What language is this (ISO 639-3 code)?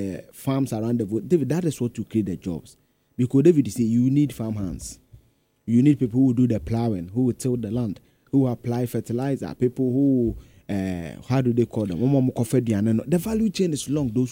eng